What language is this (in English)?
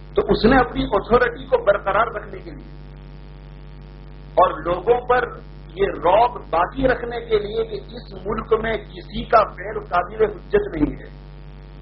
Urdu